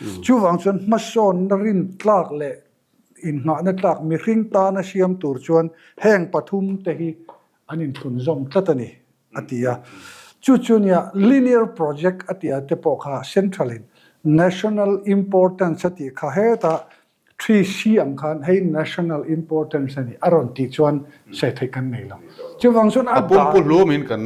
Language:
Mizo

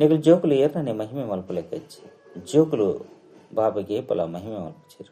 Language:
Tulu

